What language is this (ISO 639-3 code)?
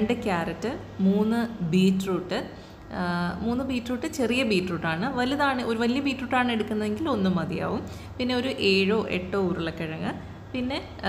mal